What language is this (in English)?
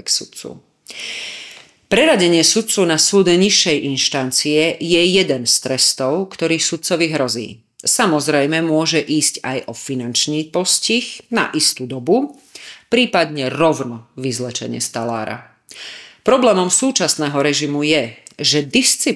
Slovak